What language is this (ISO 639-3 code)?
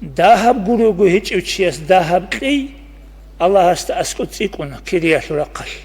ava